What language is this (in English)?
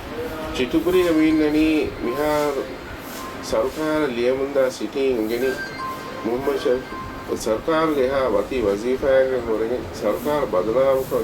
Divehi